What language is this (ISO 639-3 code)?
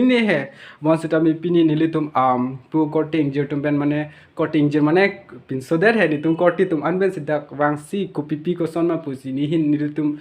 mjw